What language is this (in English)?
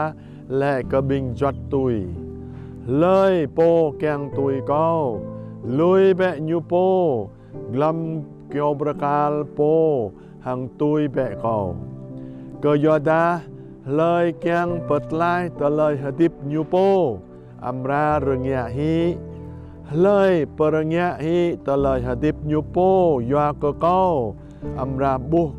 Jarai